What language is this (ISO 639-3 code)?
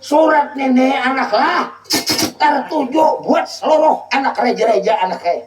bjn